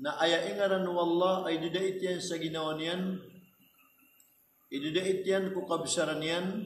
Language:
Maranao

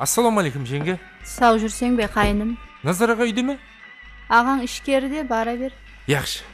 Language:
Kara-Kalpak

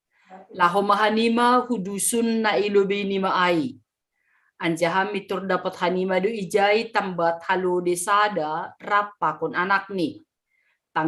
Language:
Batak Simalungun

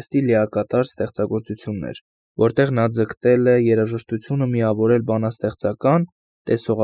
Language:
Armenian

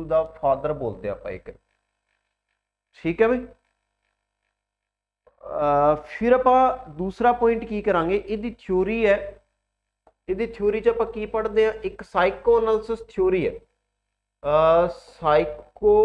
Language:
Punjabi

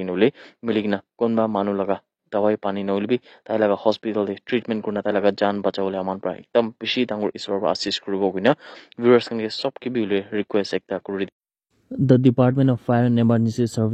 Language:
Naga Pidgin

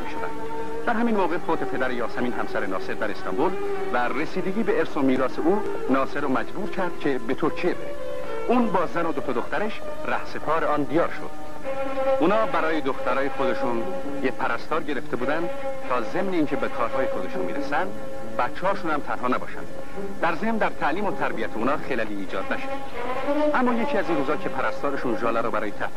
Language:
Persian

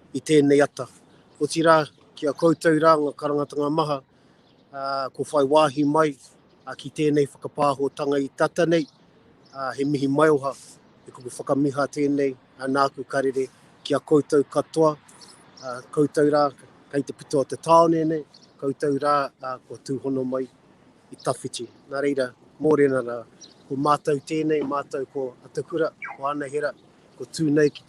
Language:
Māori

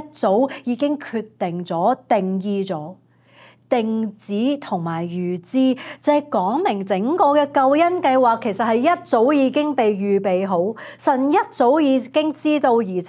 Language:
Cantonese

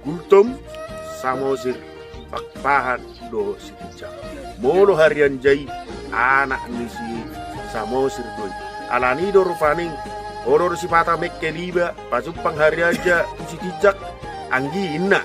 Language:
Batak Toba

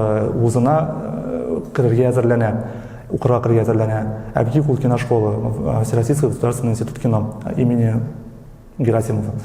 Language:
Tatar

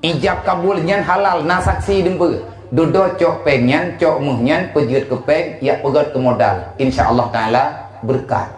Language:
Achinese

